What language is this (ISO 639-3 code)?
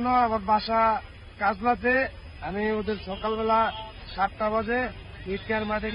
ben